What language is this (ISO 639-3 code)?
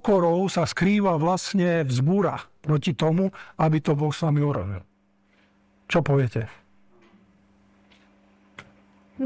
slk